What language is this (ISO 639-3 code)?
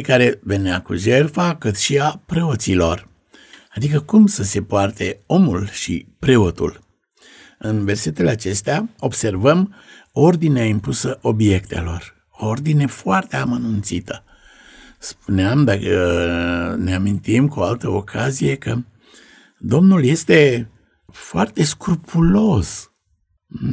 ron